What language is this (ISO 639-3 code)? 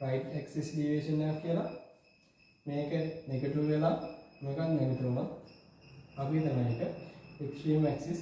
sin